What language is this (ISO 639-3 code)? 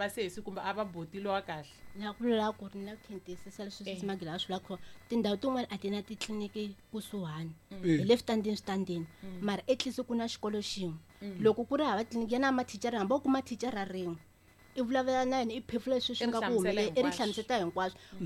tso